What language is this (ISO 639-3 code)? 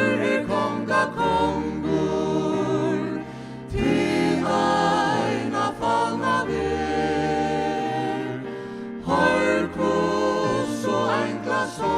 fao